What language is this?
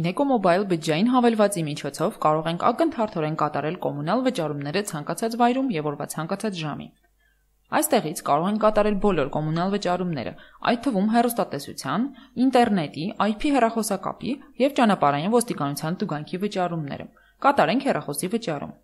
Armenian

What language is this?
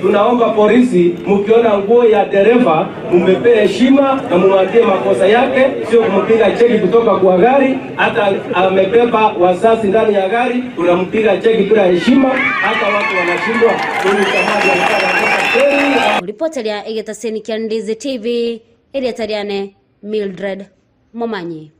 Gusii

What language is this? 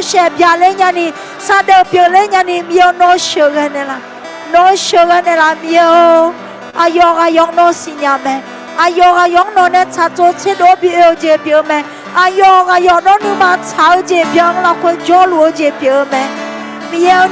Akha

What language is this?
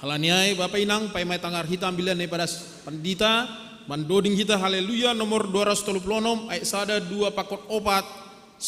Batak Simalungun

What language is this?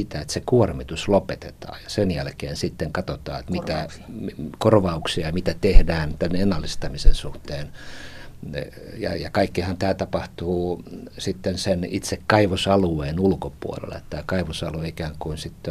Finnish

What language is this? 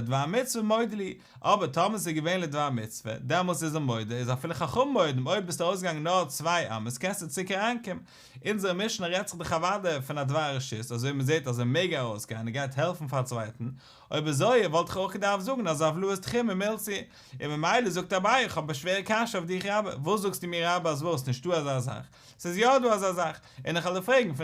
Yiddish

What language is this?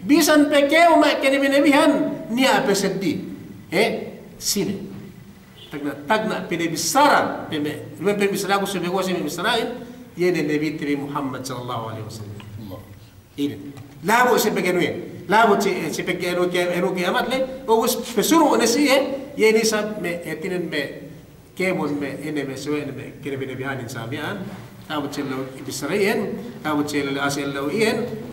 Yakan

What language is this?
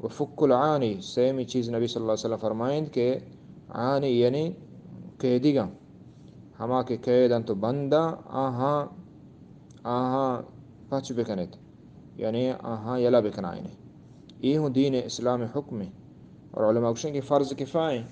Eastern Balochi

